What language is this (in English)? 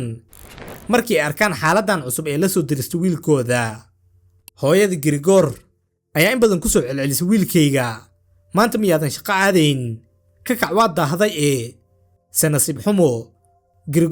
Somali